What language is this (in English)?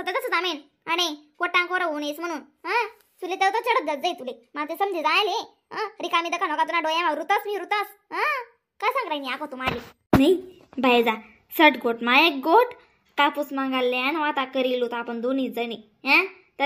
Khandesi